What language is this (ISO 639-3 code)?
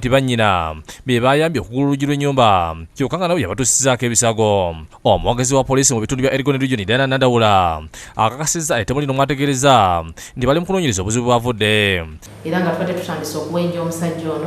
lug